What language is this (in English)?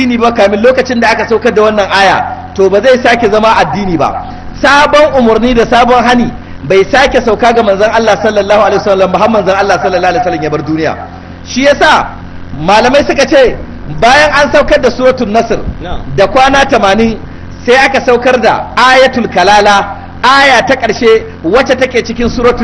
Hausa